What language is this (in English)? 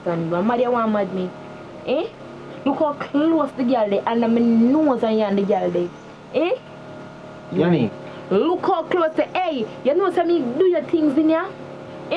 Jamaican Creole English